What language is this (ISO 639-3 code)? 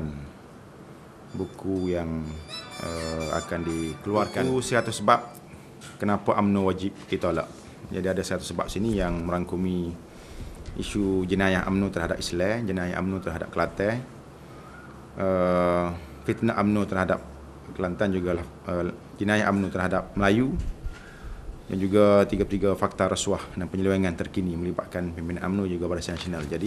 msa